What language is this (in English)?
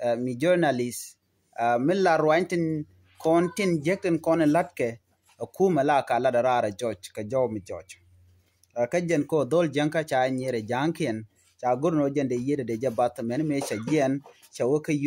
Nuer